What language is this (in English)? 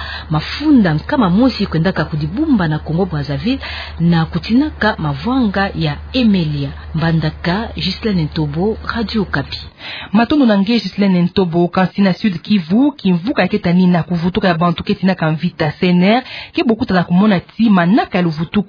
Kituba (Democratic Republic of Congo)